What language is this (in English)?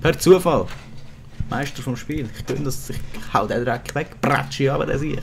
Swiss German